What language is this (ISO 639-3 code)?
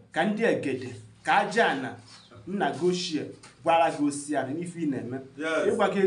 ibo